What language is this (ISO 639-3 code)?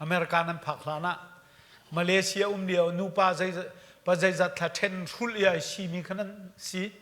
cnh